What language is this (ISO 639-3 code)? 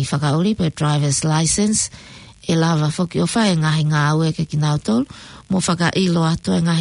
ton